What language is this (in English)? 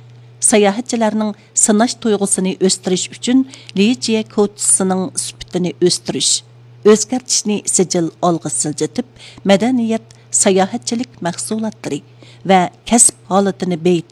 Uyghur